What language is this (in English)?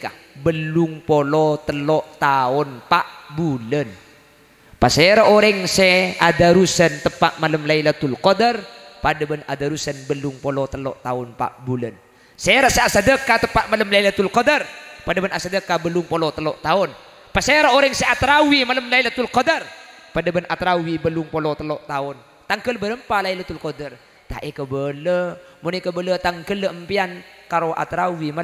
Madurese